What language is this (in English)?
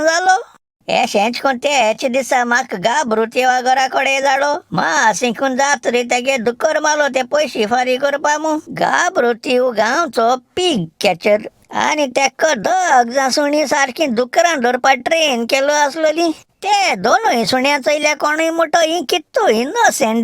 Konkani